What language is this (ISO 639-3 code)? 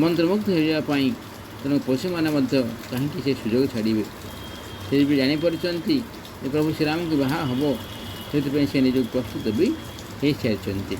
ori